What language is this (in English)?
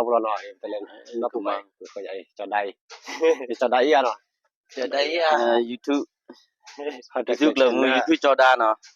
S'gaw Karen